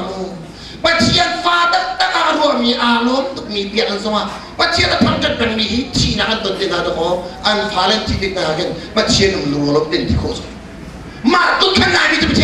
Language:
Hakha Chin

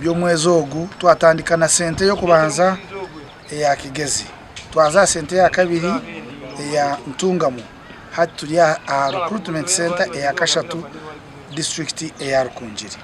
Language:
Nyankole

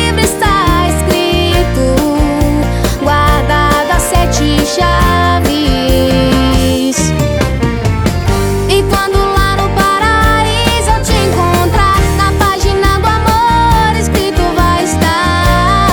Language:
Portuguese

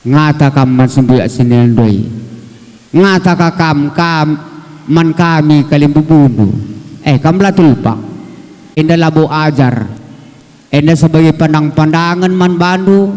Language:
Batak Karo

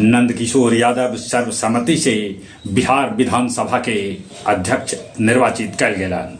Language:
Magahi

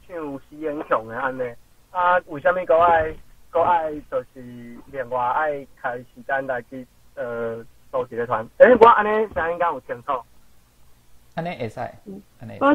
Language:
Min Nan Chinese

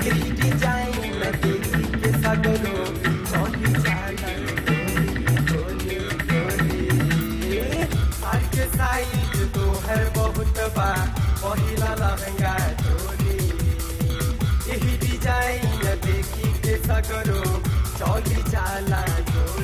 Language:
Bhojpuri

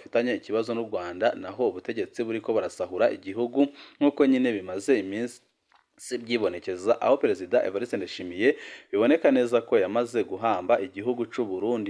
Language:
Rundi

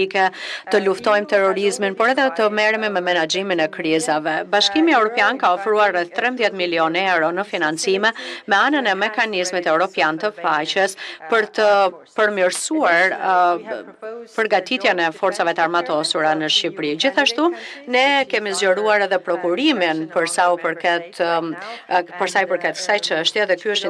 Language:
Albanian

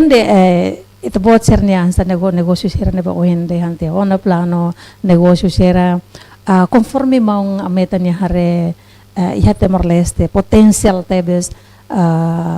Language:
Tetum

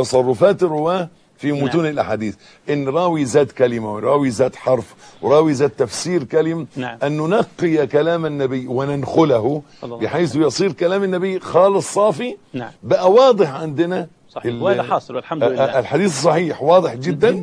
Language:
Arabic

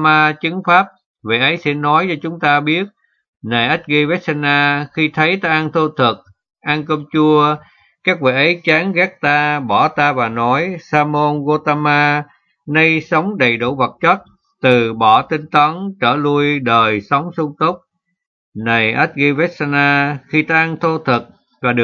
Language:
Vietnamese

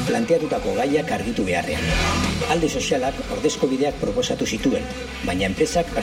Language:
Basque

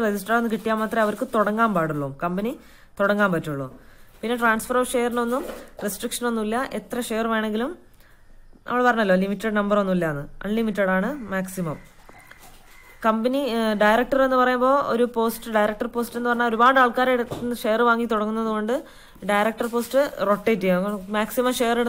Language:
Malayalam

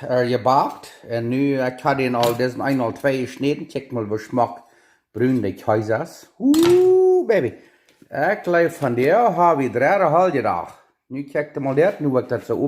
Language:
Plautdietsch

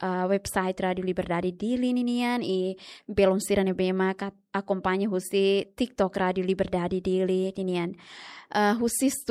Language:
Tetum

